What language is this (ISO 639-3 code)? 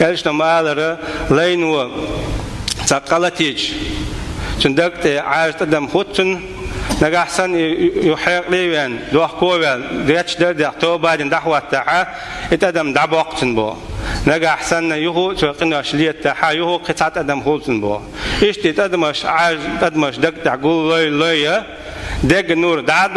che